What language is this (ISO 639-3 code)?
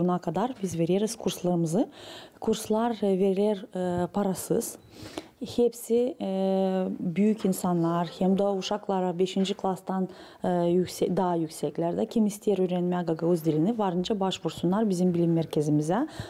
gag